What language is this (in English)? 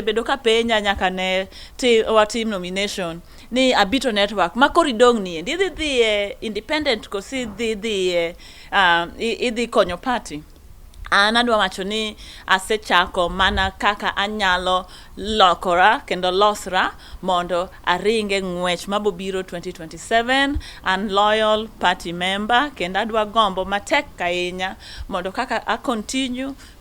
Luo (Kenya and Tanzania)